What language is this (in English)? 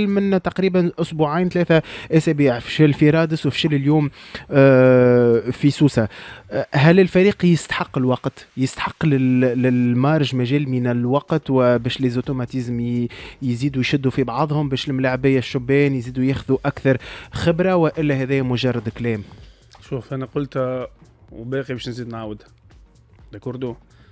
Tunisian Arabic